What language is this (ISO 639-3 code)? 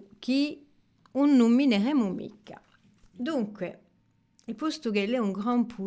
cos